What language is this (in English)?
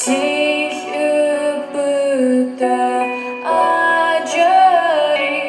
Adyghe